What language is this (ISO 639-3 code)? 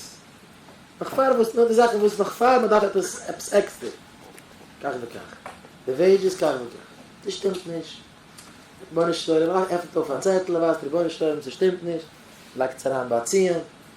yid